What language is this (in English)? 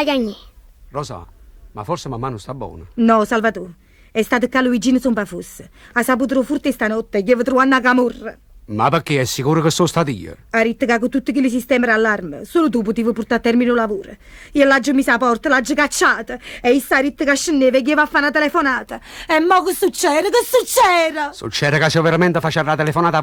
Neapolitan